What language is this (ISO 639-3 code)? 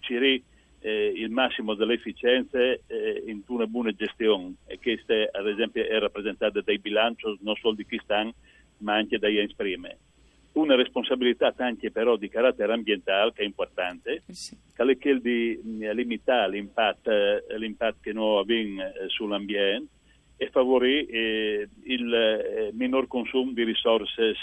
fur